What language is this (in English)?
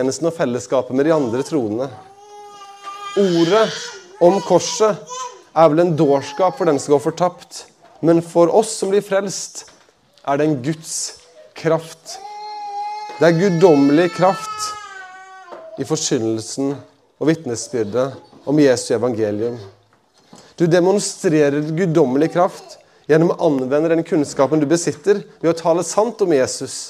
Norwegian